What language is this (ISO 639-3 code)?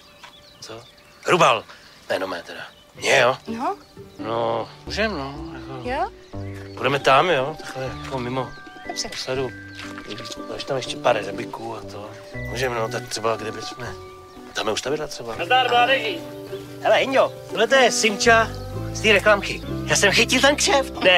ces